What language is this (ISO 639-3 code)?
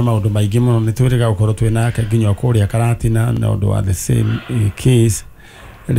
kik